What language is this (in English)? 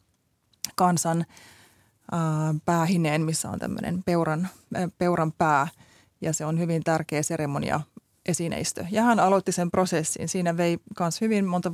Finnish